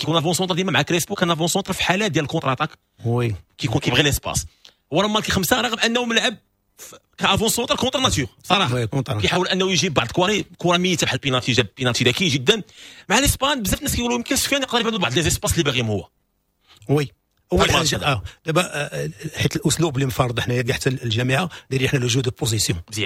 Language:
Moroccan Arabic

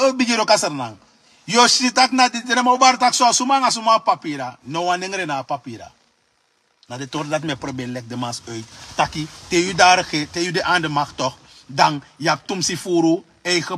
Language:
Sranan Tongo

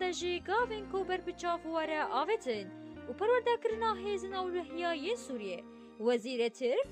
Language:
Kurdish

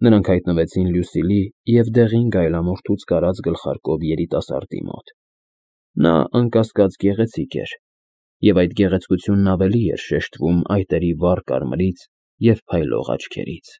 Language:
Armenian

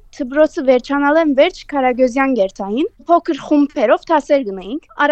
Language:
Armenian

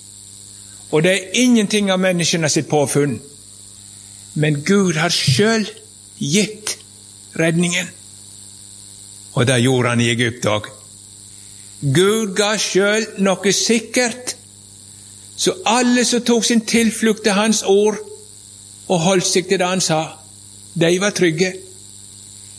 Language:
Norwegian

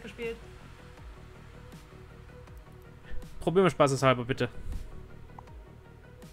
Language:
German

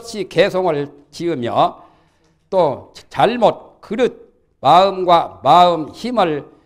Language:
Korean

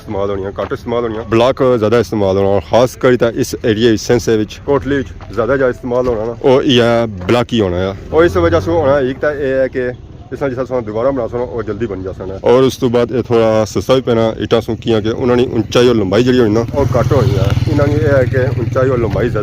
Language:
Pahari-Potwari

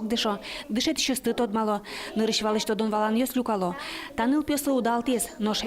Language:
Udmurt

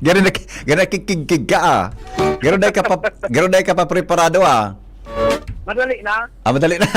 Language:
Bikol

